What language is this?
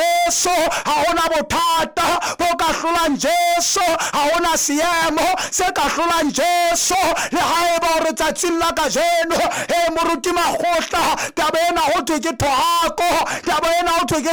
Southern Sotho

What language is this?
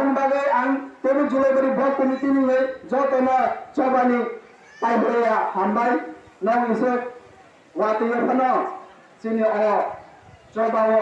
Kok Borok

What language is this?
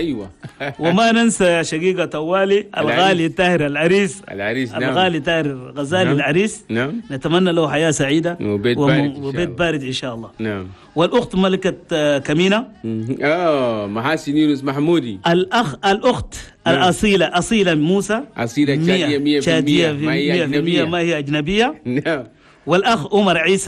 Chadian Arabic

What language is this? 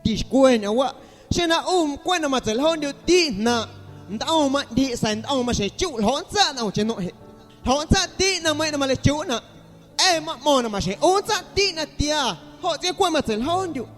Guerrero Amuzgo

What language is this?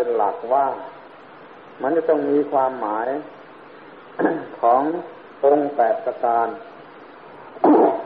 Thai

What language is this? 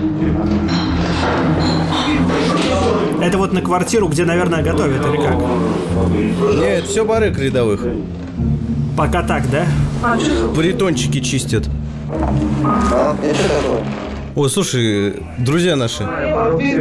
Russian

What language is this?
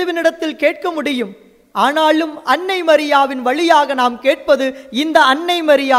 Tamil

